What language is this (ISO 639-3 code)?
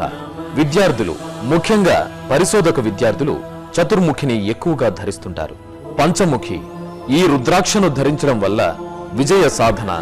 tel